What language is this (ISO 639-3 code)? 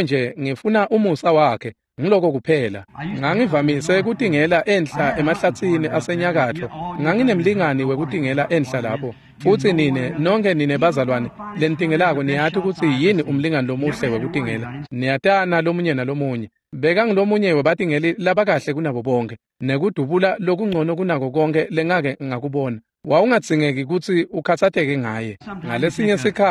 ssw